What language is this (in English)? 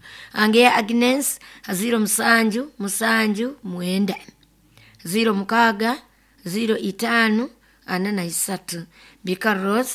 Nyoro